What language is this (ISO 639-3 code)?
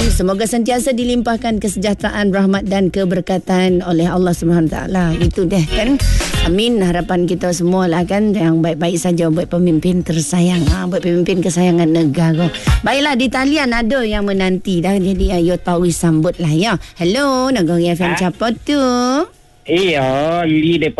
msa